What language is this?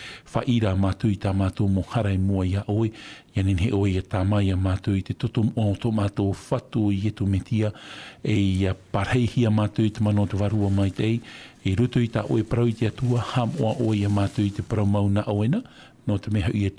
Tahitian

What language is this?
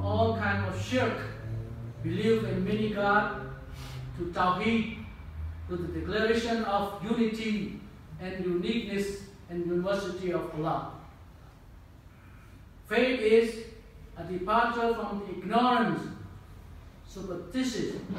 English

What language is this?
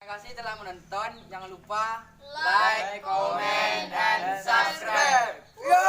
Minangkabau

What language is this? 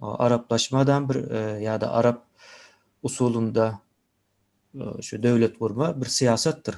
Turkmen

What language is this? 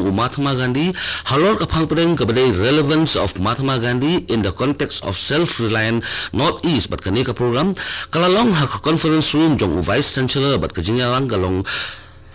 Khasi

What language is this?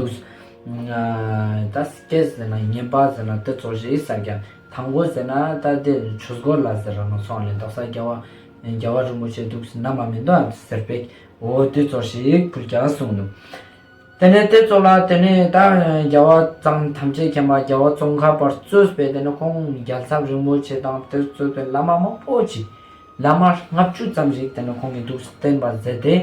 Ladakhi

